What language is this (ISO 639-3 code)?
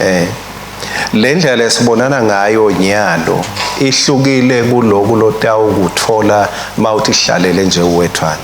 ssw